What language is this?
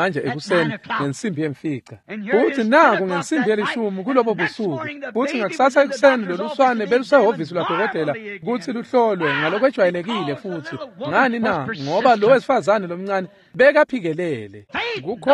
Swati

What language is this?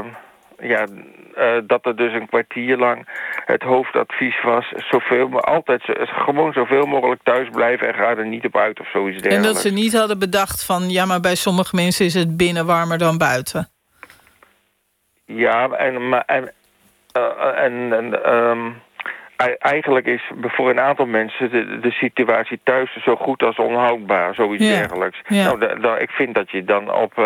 Dutch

